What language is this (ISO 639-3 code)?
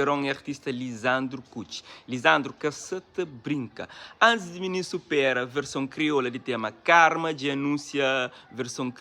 kea